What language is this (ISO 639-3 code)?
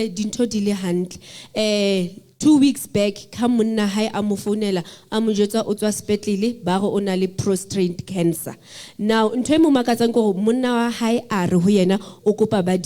sot